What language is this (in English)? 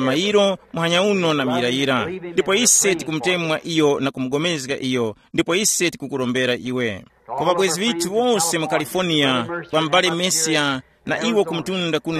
Tumbuka